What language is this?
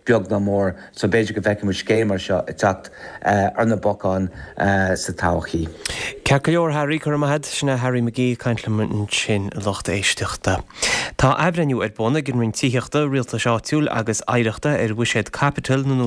Irish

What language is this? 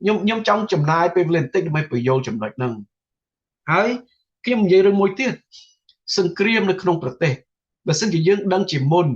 Khmer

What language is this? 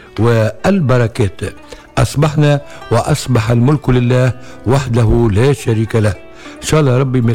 Tunisian Arabic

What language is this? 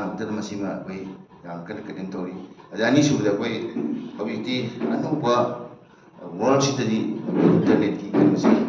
Manipuri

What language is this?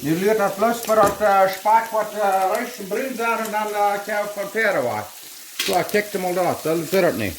Plautdietsch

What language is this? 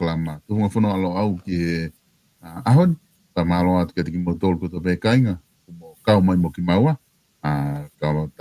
Tongan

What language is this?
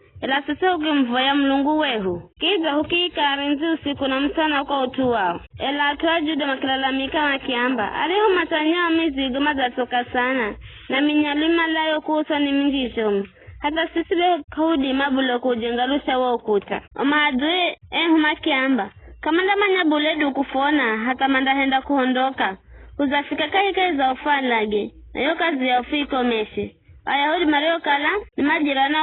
Giryama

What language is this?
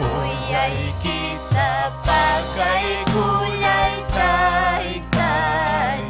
Ayacucho Quechua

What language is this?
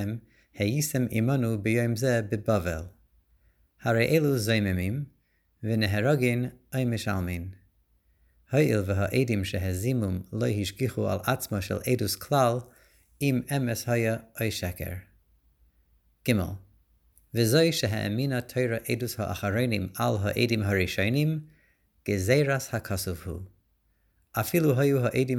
Hebrew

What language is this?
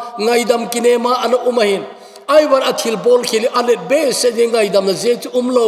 Thado Chin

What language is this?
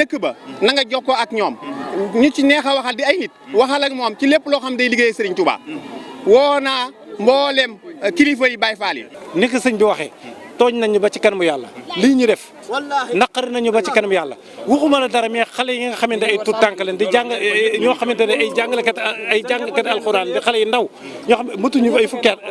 Wolof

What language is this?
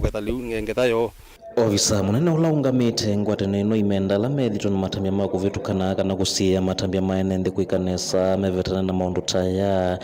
Kamba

